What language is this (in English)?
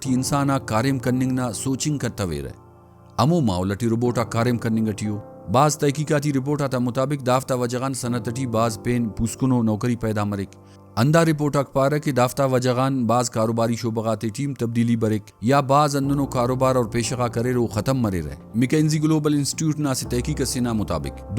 Brahui